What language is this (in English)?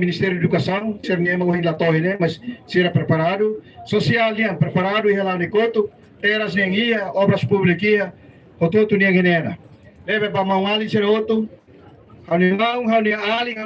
Tetum